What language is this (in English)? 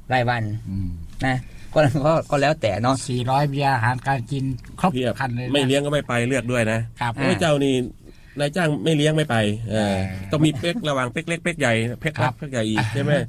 Thai